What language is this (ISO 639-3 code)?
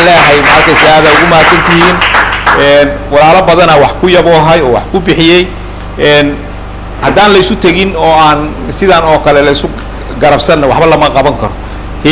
som